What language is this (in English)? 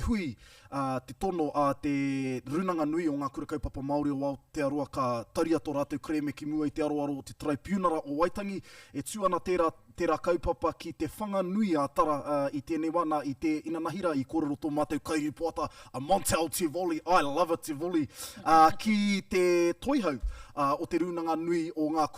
Māori